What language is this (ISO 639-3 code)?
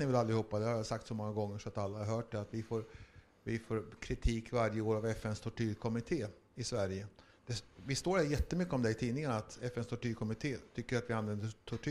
swe